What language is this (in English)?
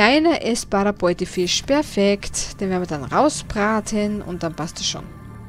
German